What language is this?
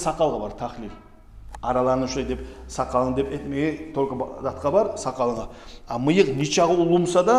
Kumyk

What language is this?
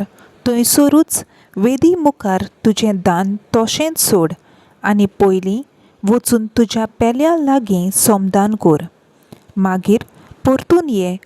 Konkani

